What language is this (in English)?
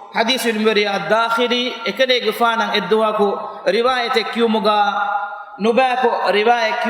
Divehi